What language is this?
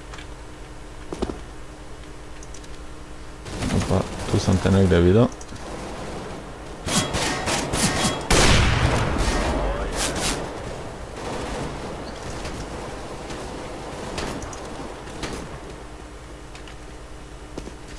Croatian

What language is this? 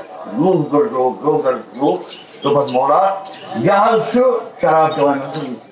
Kashmiri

